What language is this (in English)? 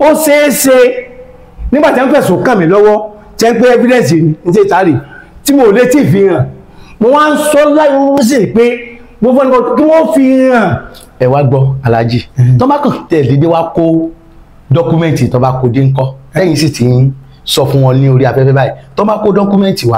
Yoruba